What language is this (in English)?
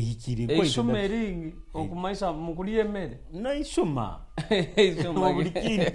Nyoro